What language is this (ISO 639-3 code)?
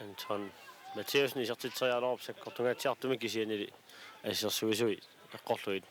kal